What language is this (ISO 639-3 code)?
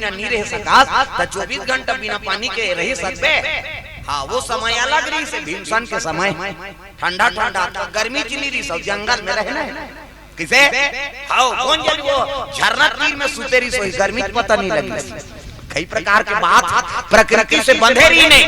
hne